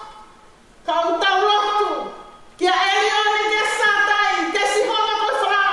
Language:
Tongan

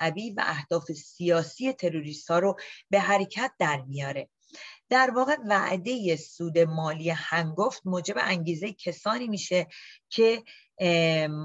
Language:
Persian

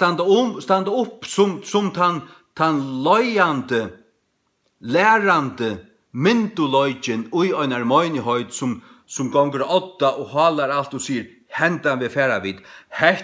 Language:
Faroese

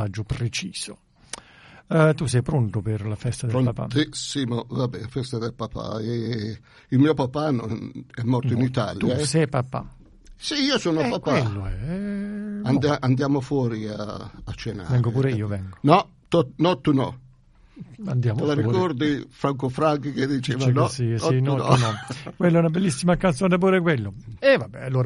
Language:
Italian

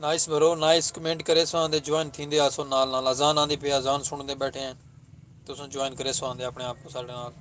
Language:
Saraiki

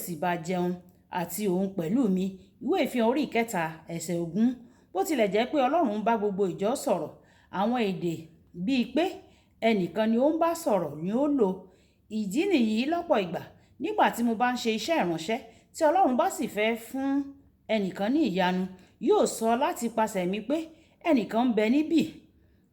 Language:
Yoruba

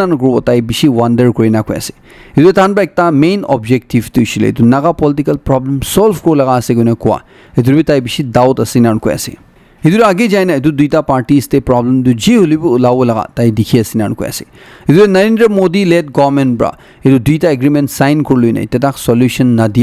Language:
Naga Pidgin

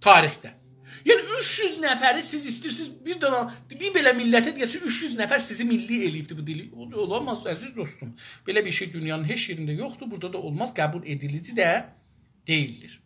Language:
South Azerbaijani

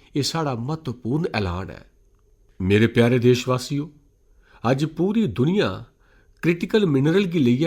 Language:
Dogri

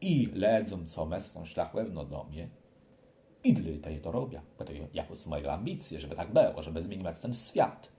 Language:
Kashubian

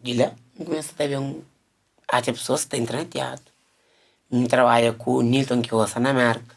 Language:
Kabuverdianu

